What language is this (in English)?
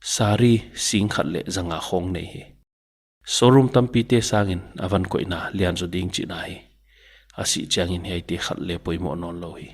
Paite Chin